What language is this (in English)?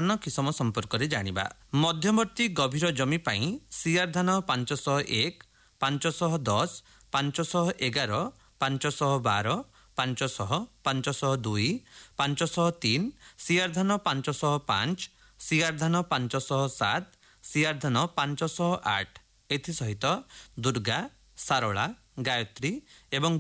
Odia